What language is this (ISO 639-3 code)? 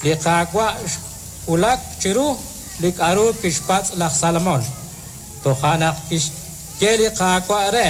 kek